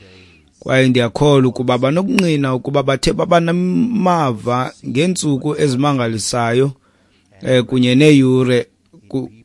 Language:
Xhosa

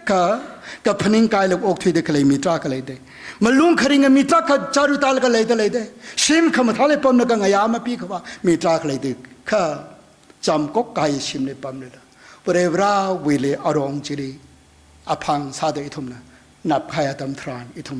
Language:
Tangkhul Naga (India)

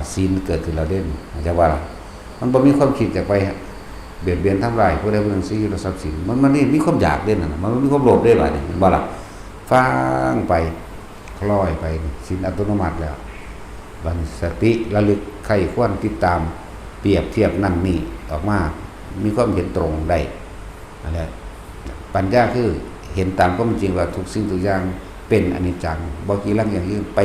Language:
Northeastern Thai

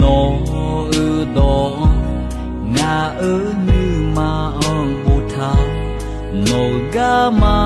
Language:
Akha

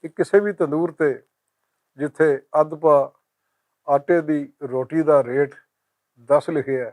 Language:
Western Panjabi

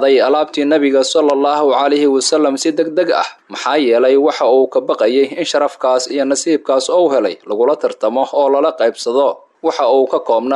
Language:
Somali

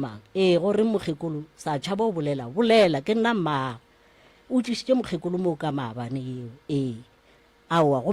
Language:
Northern Sotho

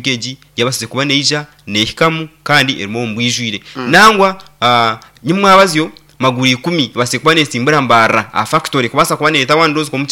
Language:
Nyankole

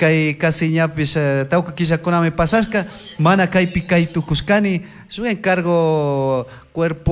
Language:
Chimborazo Highland Quichua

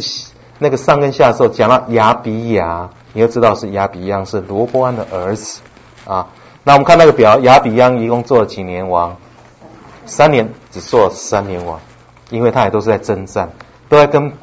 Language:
Chinese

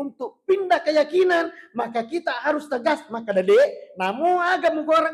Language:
Buginese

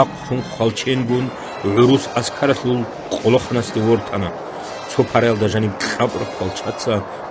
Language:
Avaric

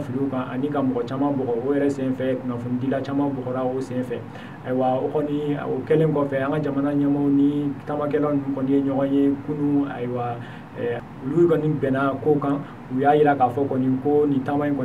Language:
Bambara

